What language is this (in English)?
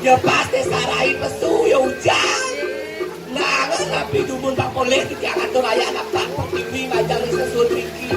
Balinese